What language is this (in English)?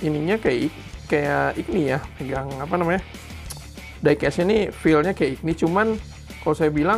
Indonesian